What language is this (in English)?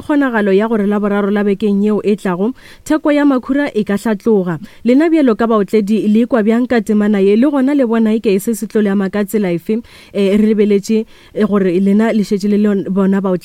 Northern Sotho